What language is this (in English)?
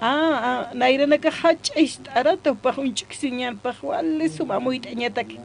Aymara